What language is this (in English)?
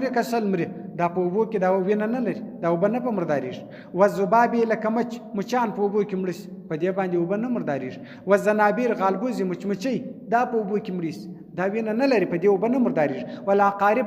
Pashto